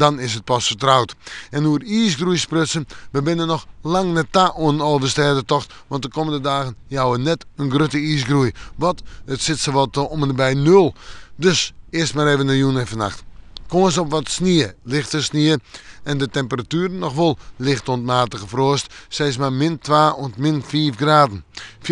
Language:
Western Frisian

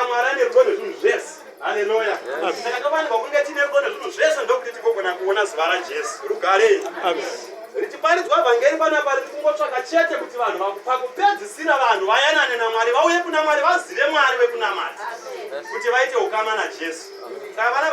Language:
Shona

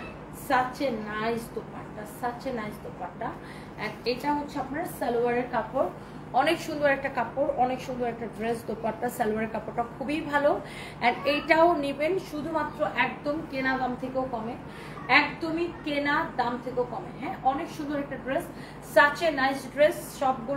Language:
Bangla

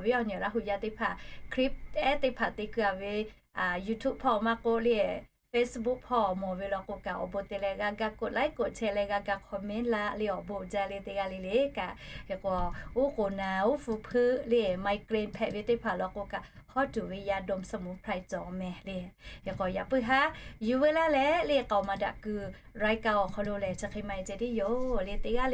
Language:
Lahu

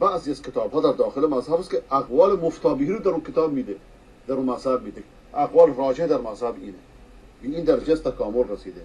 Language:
Persian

